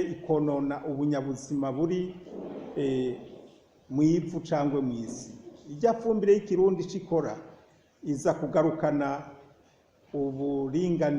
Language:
Rundi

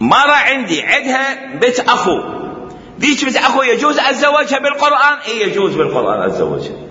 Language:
Mesopotamian Arabic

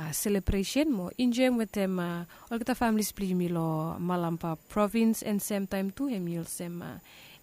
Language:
Bislama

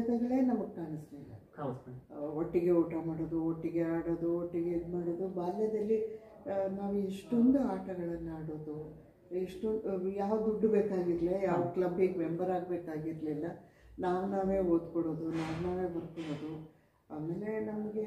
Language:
Kannada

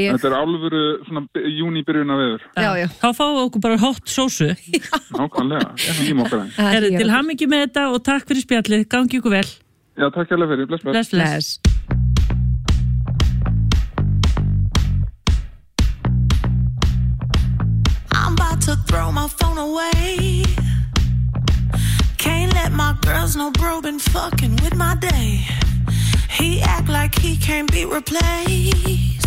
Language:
Icelandic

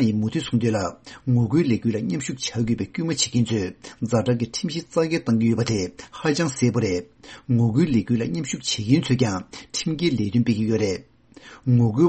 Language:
Tibetan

